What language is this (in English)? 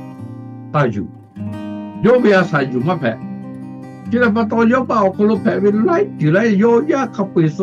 Lahu